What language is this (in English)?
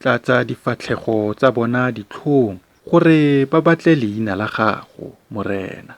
Tswana